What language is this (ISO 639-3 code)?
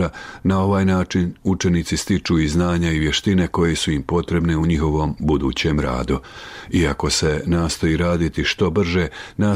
bos